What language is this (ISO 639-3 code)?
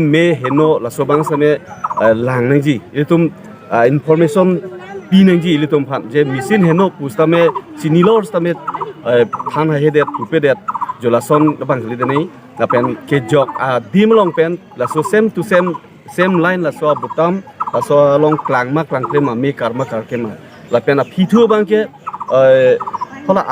mjw